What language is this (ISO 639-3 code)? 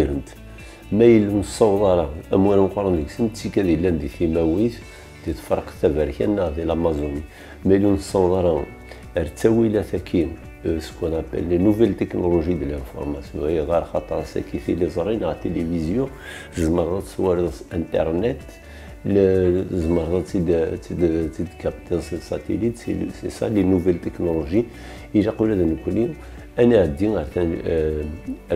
kab